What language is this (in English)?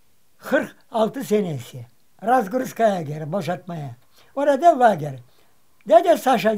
Crimean Tatar